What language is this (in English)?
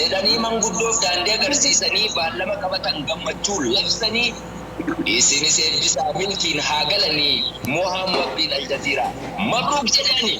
Oromo